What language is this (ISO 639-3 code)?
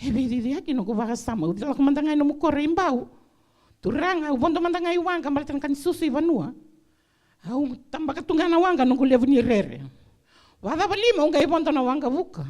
fij